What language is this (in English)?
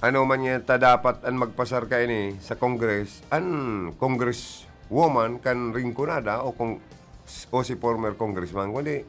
Bikol